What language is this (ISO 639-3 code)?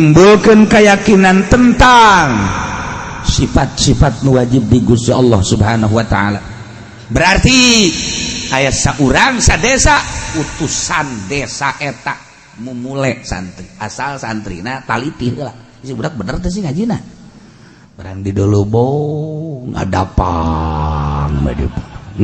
sun